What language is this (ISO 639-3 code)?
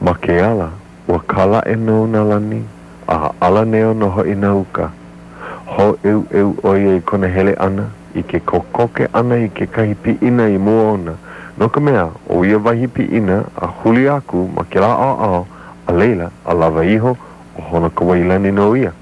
haw